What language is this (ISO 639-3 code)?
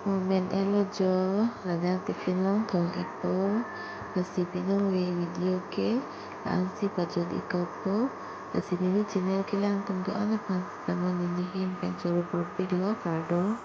mjw